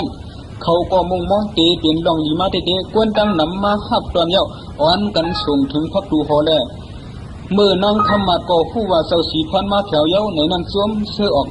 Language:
Shan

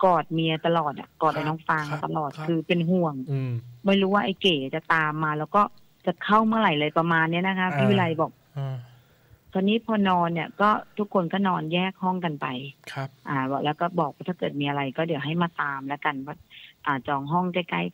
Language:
Thai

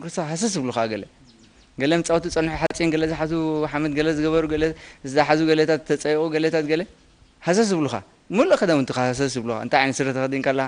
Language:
Tigrinya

